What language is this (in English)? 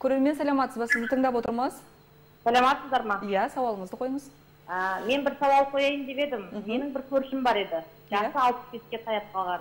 Kazakh